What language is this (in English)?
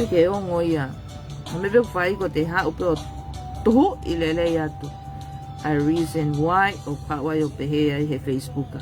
Tongan